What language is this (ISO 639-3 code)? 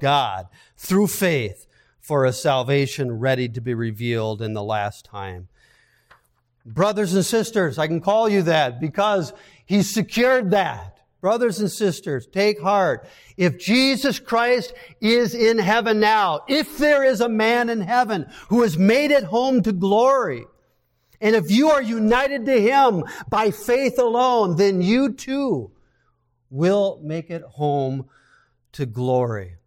eng